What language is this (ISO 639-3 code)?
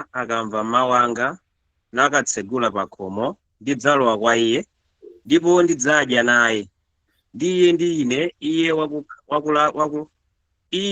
nya